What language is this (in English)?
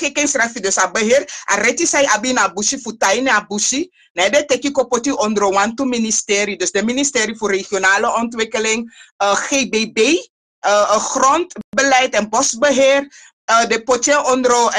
Sranan Tongo